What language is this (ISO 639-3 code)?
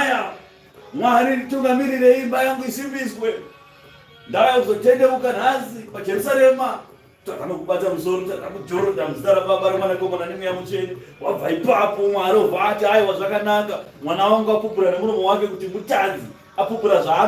sna